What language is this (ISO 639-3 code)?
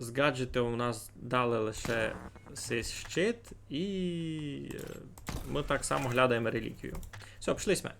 rue